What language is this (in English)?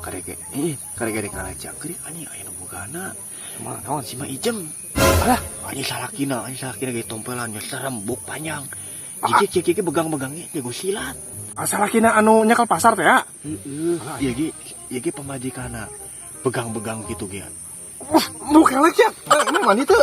Sundanese